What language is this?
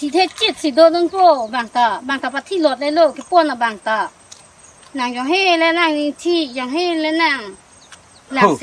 Karbi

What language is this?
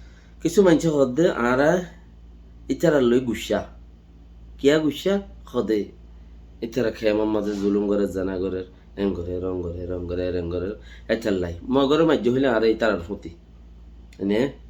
Rohingya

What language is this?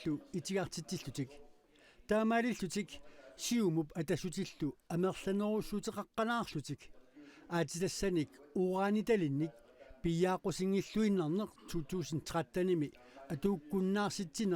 Kalaallisut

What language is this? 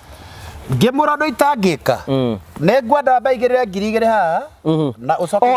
Kikuyu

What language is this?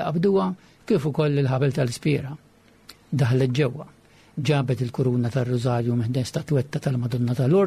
Maltese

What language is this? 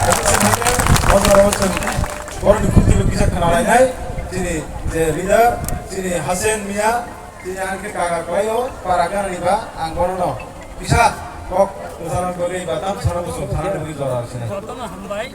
Kok Borok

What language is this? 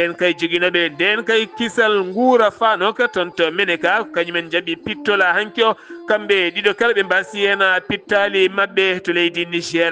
Fula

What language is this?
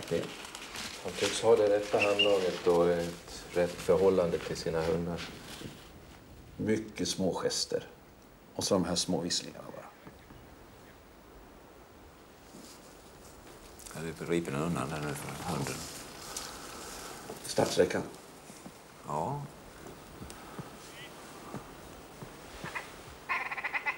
Swedish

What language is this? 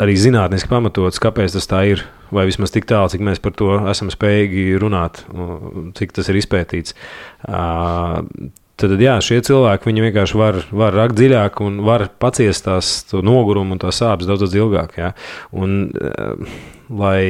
Latvian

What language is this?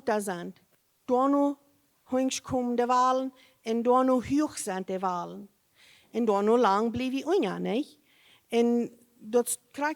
Plautdietsch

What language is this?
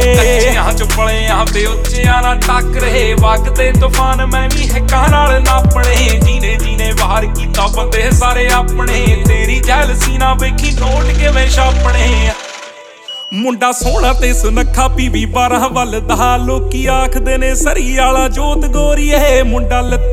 Punjabi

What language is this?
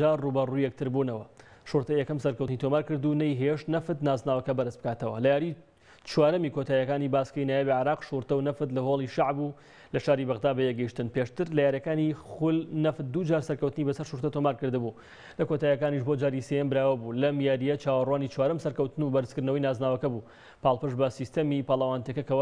Central Kurdish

